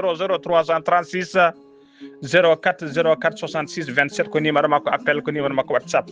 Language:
Fula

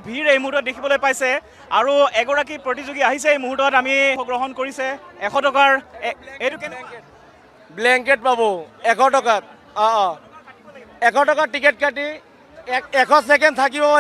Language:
Assamese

